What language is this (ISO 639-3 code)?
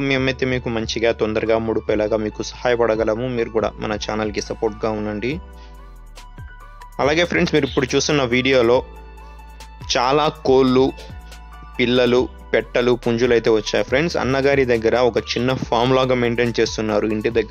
tel